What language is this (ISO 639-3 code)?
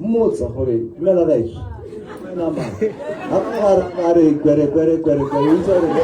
tsn